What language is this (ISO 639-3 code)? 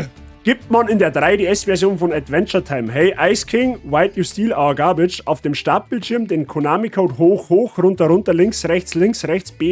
bar